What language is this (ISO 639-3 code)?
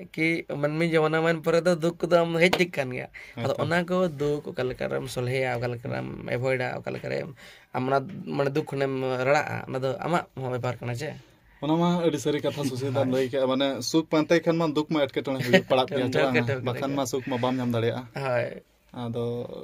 sat